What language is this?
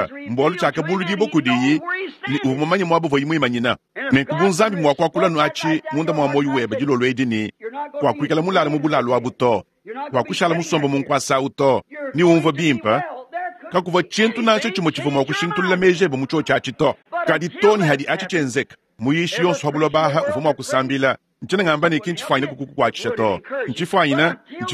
Luba-Lulua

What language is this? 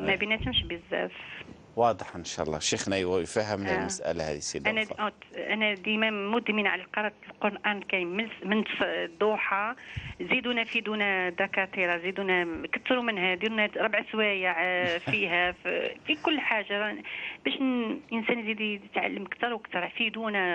Algerian Arabic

